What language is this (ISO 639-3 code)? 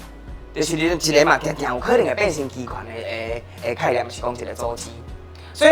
nan